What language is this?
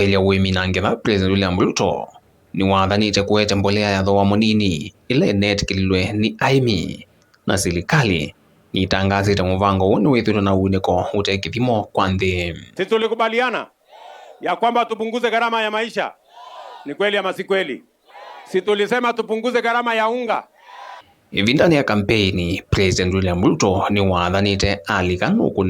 Kamba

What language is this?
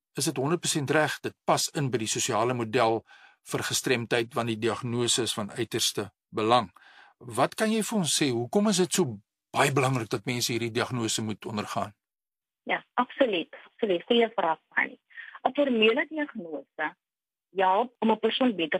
Afrikaans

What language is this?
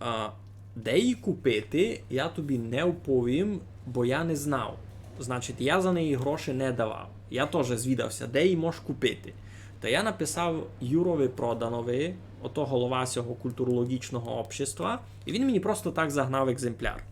Rusyn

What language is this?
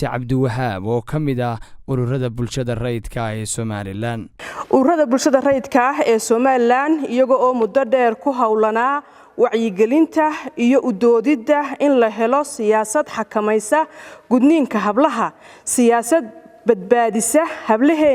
Somali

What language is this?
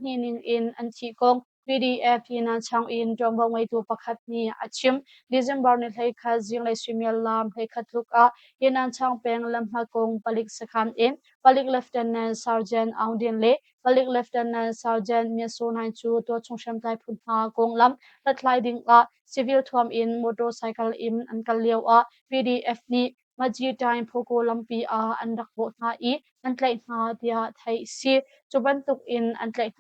Hakha Chin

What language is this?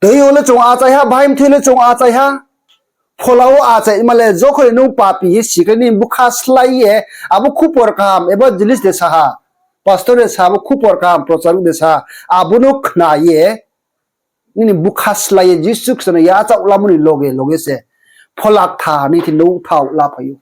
Riang (India)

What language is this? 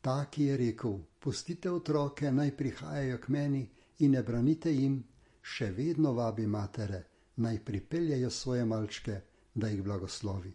Slovenian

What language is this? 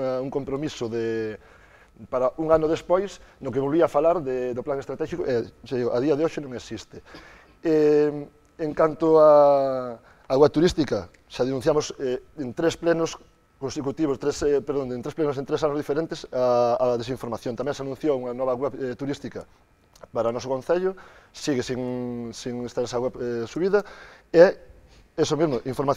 Galician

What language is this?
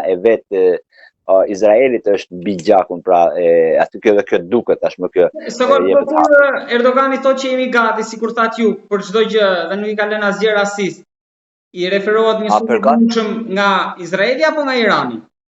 Albanian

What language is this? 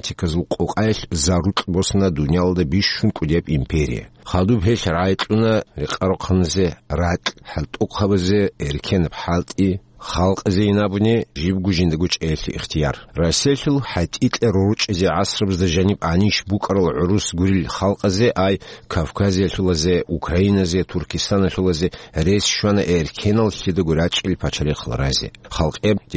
Avaric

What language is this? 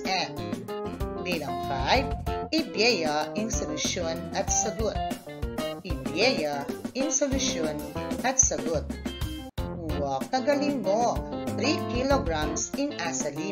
Pampanga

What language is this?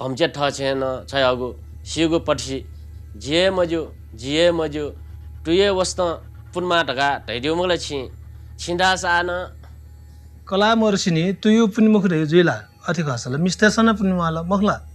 Newari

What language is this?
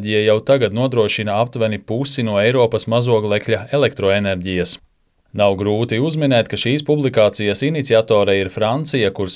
Latvian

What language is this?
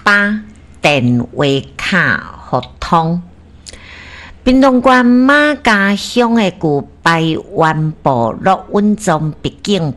Min Nan Chinese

